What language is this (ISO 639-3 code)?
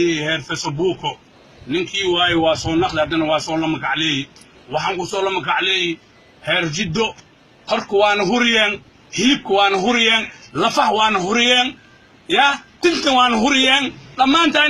som